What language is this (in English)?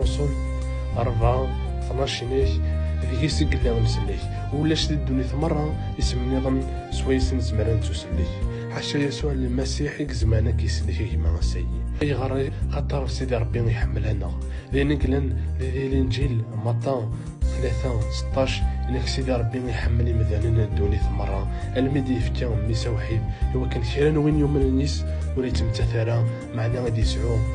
Kabyle